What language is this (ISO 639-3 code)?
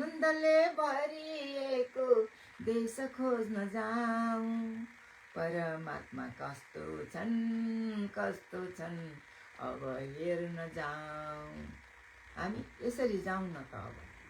nep